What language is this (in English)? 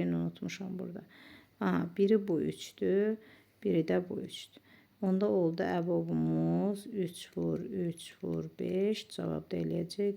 Azerbaijani